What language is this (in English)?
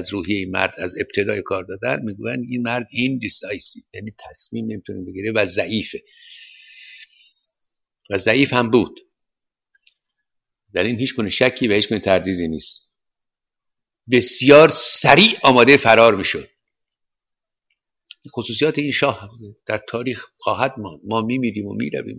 Persian